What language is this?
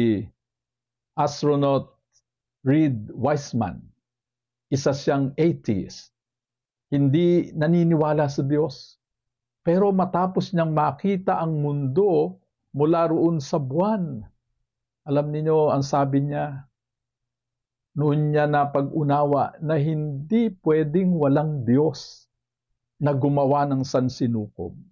Filipino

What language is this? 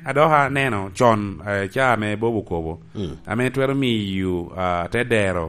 Lango (Uganda)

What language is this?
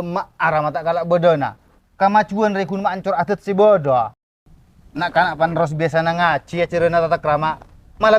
Madurese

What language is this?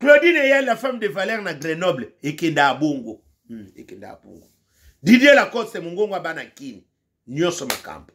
Lingala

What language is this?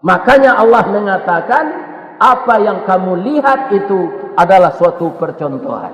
Minangkabau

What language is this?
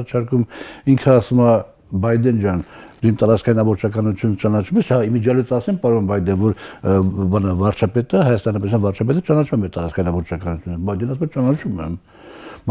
Armenian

